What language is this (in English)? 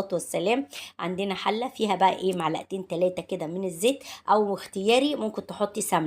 Egyptian Arabic